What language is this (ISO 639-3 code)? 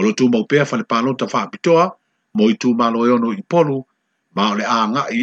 smo